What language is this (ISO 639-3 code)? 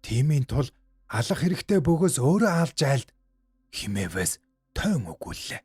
mon